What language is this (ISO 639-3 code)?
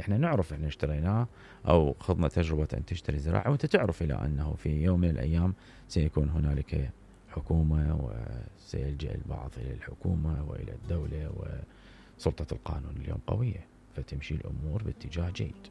acm